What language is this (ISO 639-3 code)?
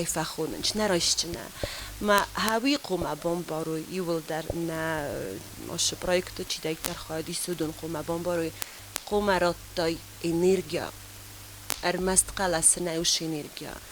oss